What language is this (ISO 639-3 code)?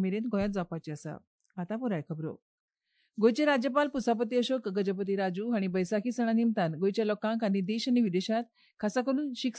kok